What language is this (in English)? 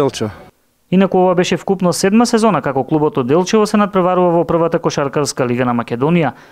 Macedonian